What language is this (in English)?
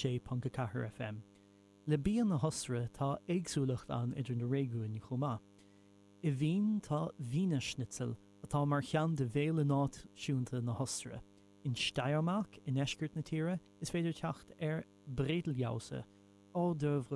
Irish